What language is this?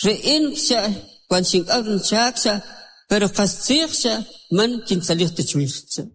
Kʼicheʼ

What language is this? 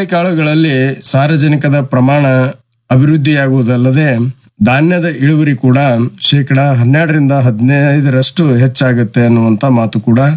Kannada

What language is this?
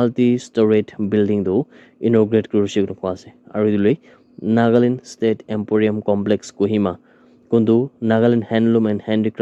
Naga Pidgin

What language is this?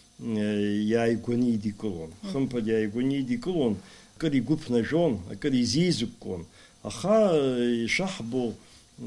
Abkhazian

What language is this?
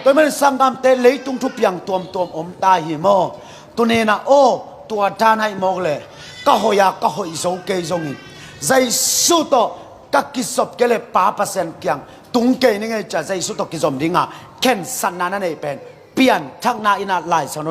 Tedim Chin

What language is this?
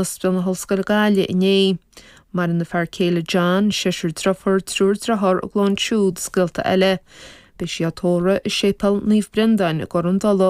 Irish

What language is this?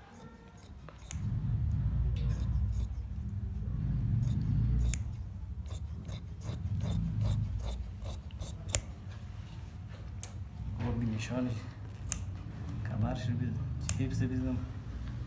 Persian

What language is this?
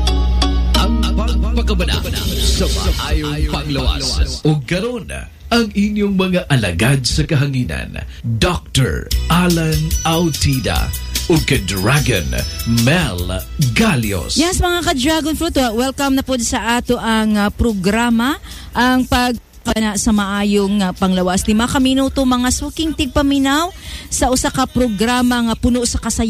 Cebuano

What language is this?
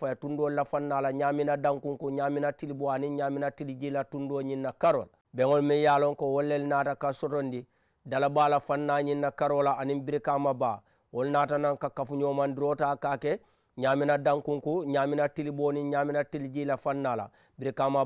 Mandingo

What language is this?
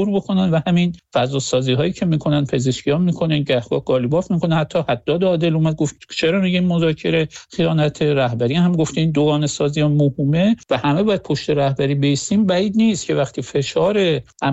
Persian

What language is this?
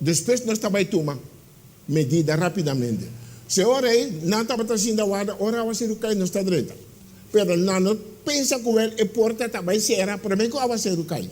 Papiamento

